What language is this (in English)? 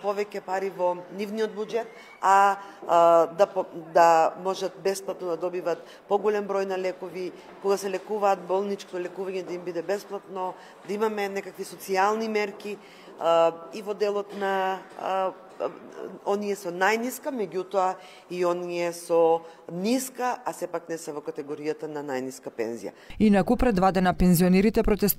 Macedonian